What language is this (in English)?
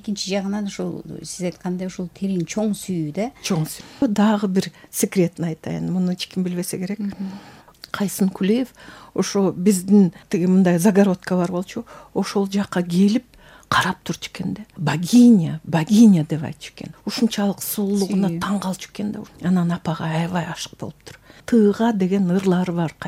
Kyrgyz